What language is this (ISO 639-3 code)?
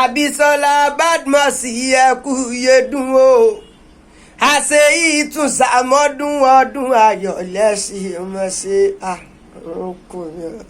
yor